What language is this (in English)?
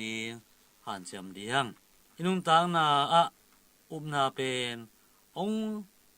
Tedim Chin